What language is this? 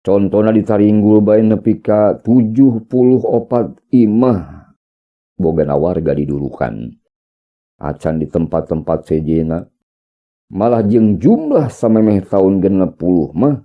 Sundanese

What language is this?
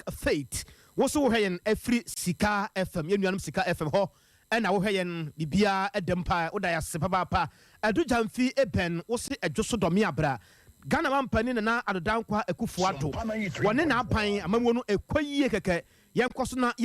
Akan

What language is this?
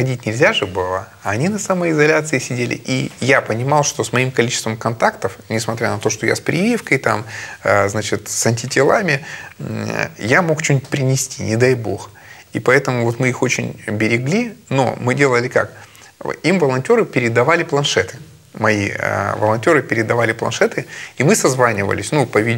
Russian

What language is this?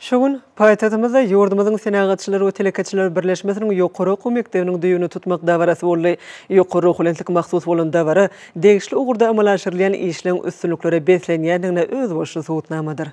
Turkmen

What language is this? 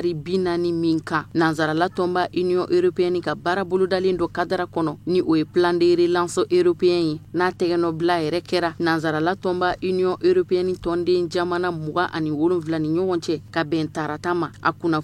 Bambara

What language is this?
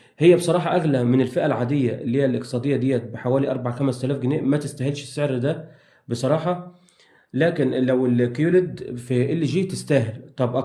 Egyptian Arabic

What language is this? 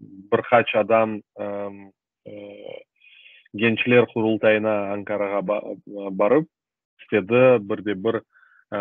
Crimean Tatar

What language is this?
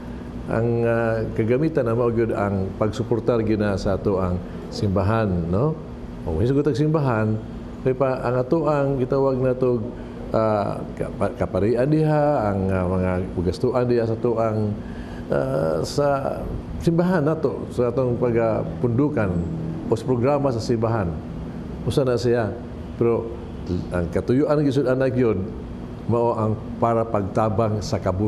Cebuano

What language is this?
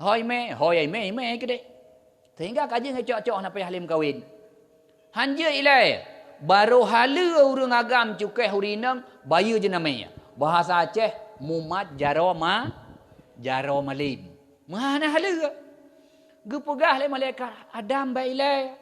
Achinese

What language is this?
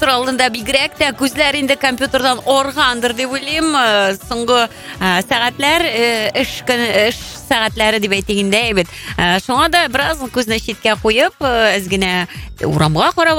Tatar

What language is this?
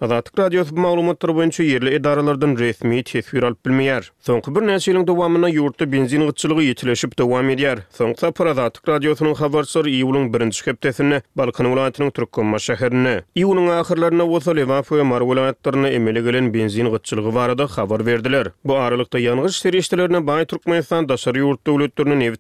Turkmen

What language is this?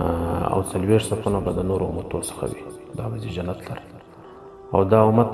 Pashto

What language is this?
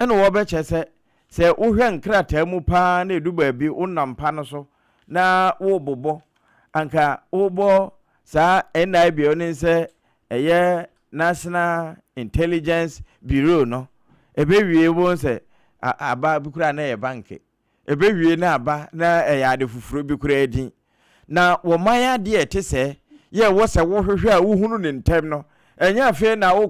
Akan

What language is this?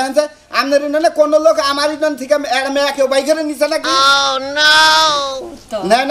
Bangla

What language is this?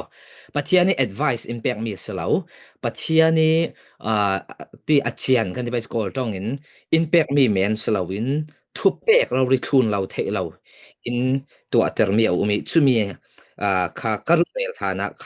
Falam Chin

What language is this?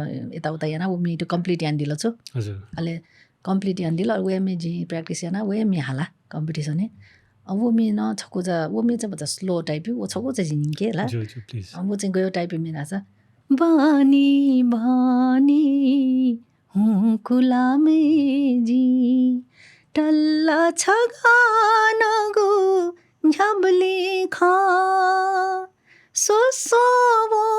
Newari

